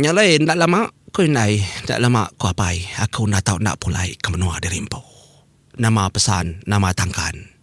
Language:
Iban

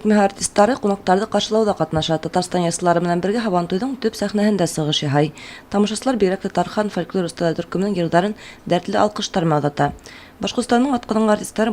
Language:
Bashkir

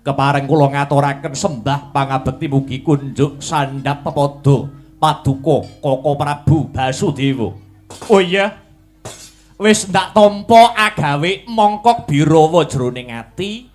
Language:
Javanese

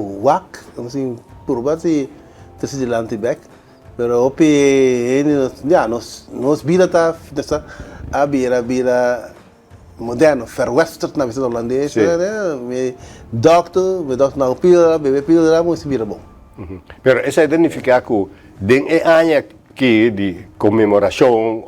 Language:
Papiamento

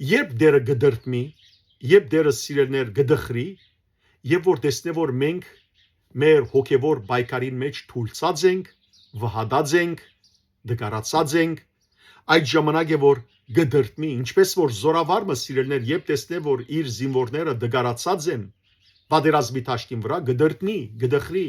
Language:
Western Armenian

